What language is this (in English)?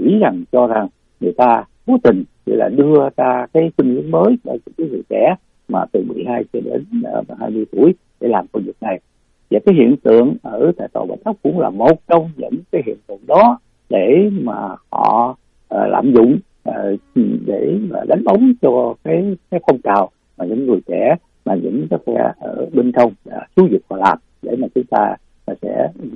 Vietnamese